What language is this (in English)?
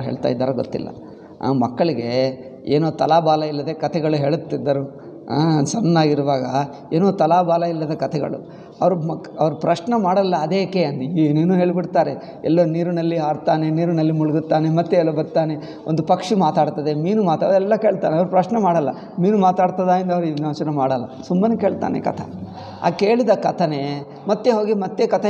Kannada